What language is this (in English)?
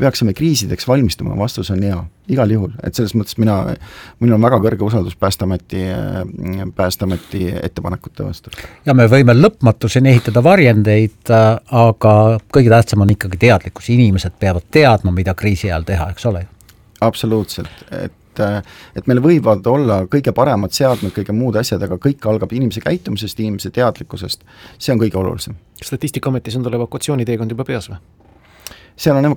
Estonian